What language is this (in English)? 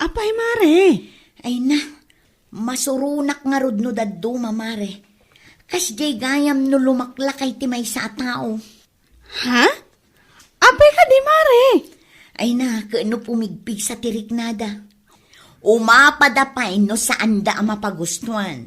Iloko